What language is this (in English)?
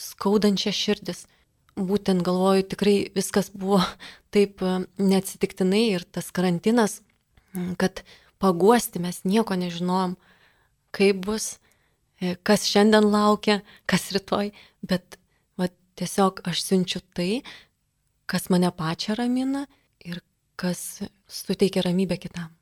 Lithuanian